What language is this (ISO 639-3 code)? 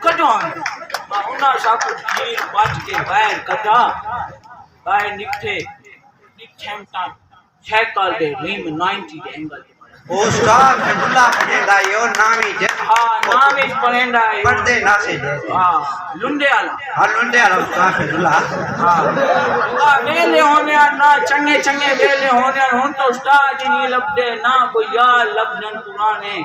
skr